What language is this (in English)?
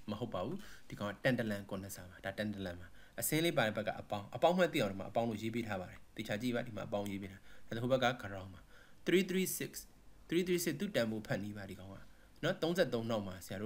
Burmese